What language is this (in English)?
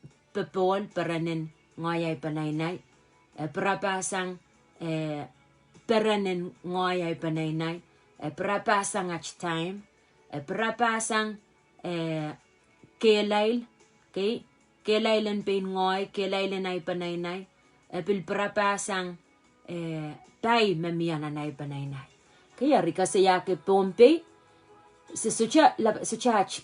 Pohnpeian